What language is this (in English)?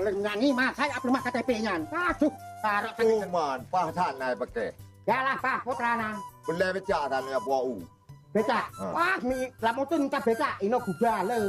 Achinese